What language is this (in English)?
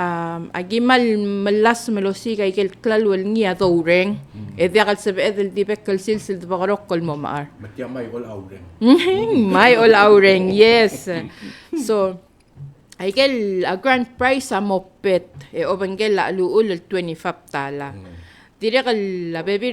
Palauan